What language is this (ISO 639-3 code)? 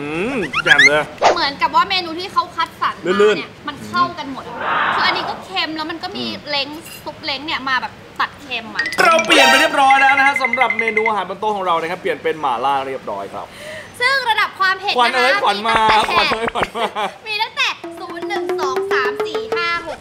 tha